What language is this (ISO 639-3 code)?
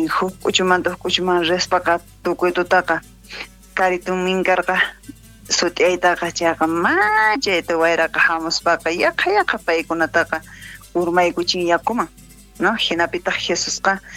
quh